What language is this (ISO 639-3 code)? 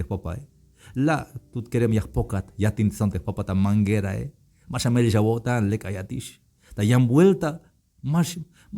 tzh